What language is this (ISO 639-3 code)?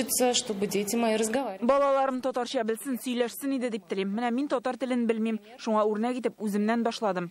tat